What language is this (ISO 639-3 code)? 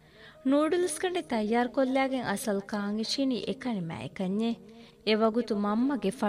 div